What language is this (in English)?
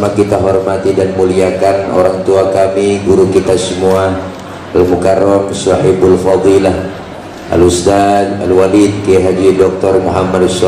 Betawi